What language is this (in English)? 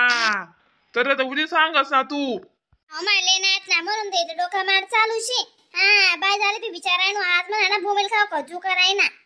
Khandesi